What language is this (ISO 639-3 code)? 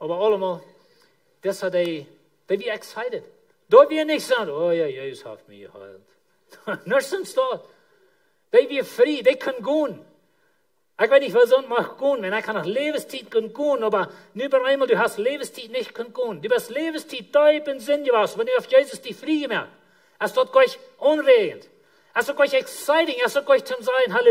pdt